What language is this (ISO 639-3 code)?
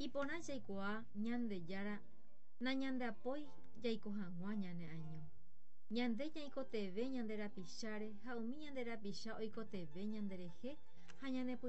grn